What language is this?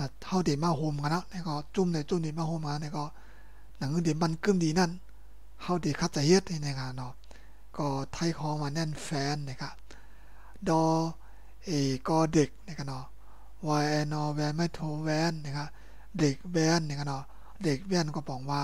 Shan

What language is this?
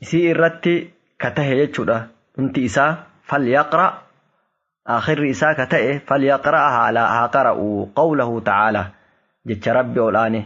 Oromo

